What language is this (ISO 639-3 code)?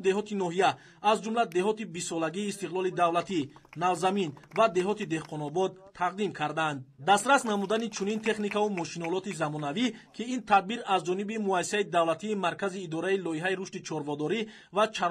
tgk